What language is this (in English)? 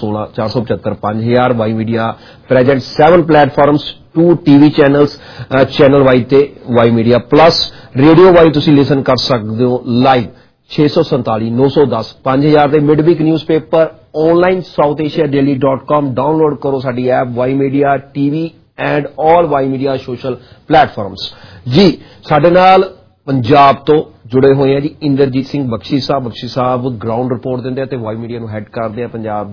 Punjabi